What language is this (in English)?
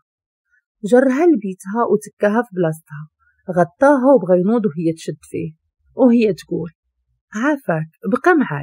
Moroccan Arabic